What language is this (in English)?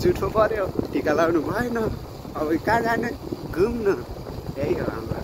Nepali